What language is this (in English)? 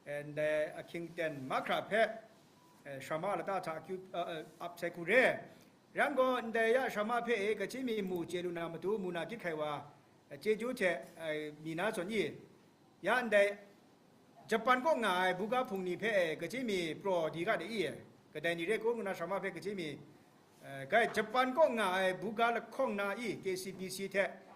Kachin